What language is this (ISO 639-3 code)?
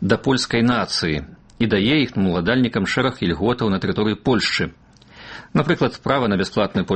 bel